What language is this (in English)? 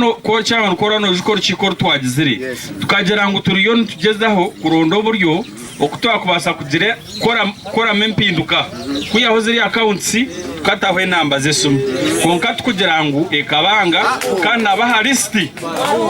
Nyankole